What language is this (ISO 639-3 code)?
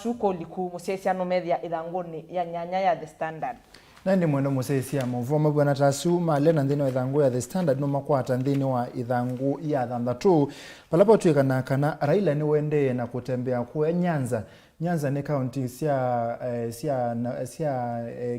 kam